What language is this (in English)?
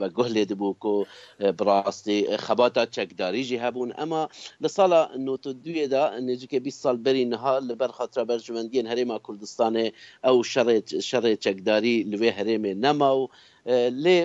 Kurdish